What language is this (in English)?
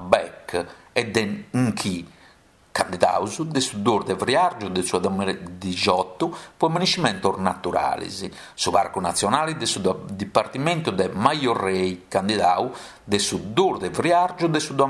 Sardinian